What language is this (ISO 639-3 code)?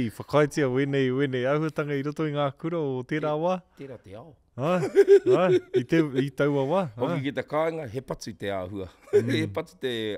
mri